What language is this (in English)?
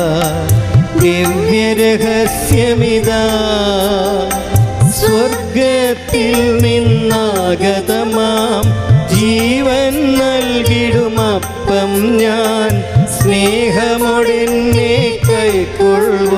Malayalam